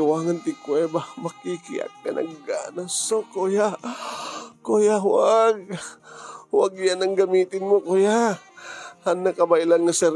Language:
Iloko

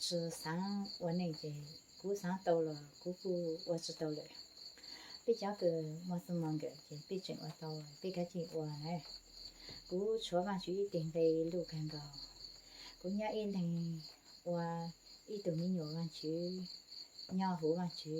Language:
Hmong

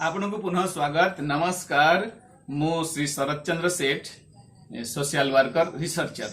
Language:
Odia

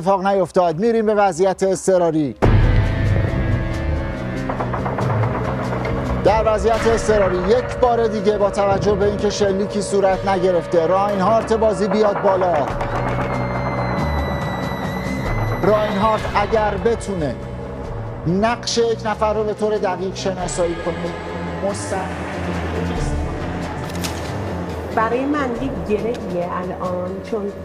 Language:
Persian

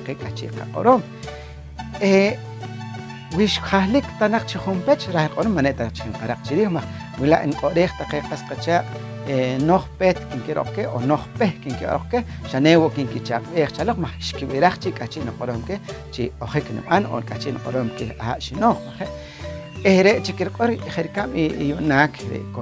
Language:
Poqomchi'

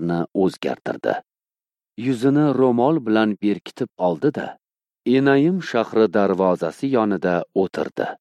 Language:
Uzbek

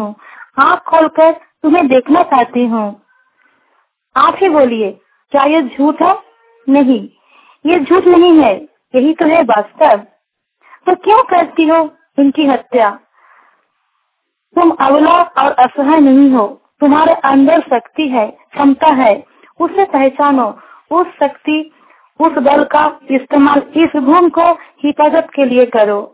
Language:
Hindi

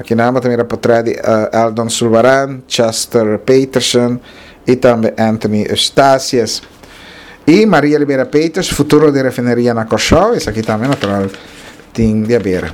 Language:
Papiamento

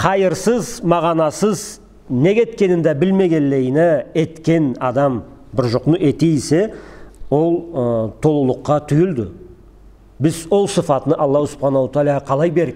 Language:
Karachay-Balkar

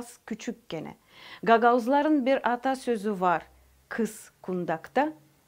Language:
Gagauz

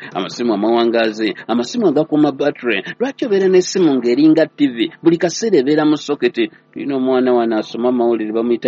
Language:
Ganda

